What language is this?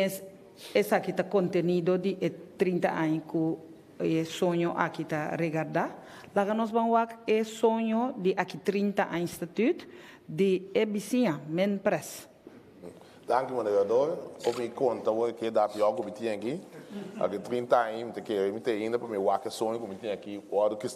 Papiamento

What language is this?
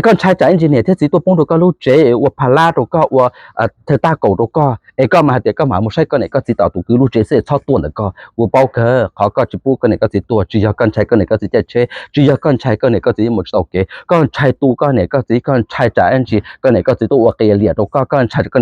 Hmong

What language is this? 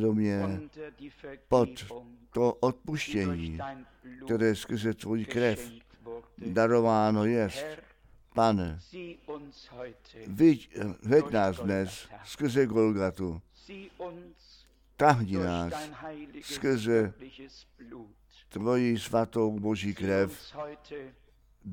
Czech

